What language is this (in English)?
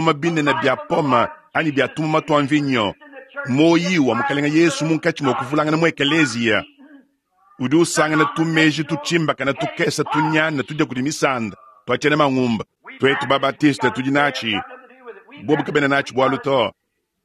Luba-Lulua